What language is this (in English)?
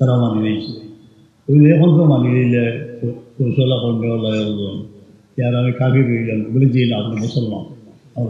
Sylheti